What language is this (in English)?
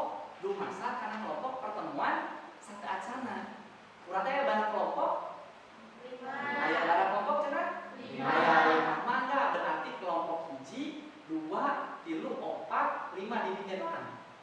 Sundanese